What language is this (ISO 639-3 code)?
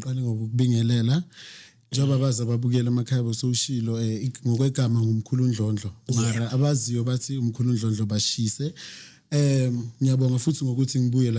zul